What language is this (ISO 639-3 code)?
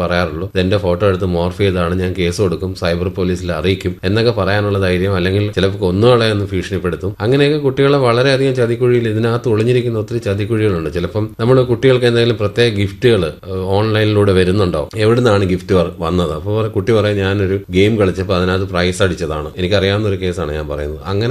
mal